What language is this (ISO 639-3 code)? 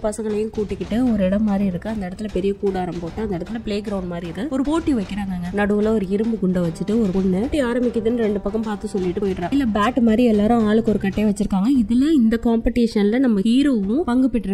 tam